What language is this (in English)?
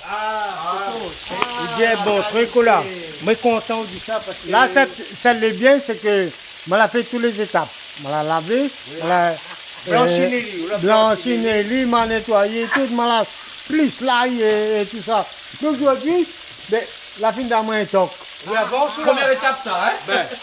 Réunion Creole French